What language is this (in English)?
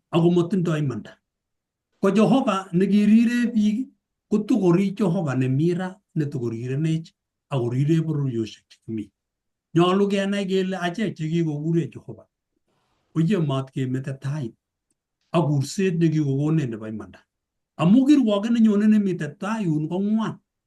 Kalenjin